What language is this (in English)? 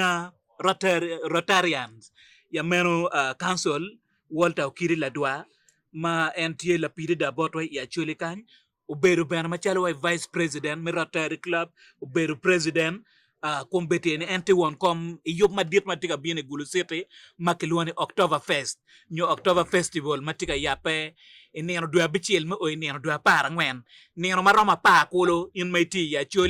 Acoli